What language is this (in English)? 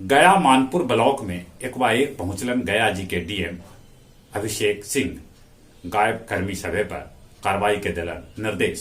Magahi